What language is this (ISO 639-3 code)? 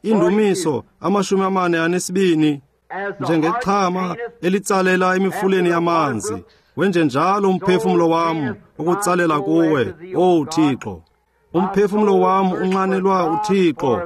xho